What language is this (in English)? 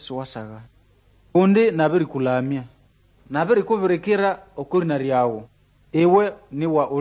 Nande